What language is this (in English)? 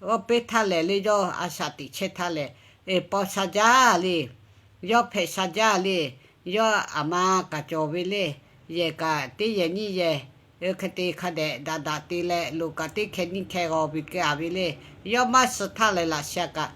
Lahu